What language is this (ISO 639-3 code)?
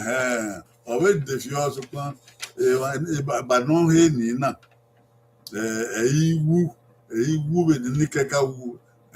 bin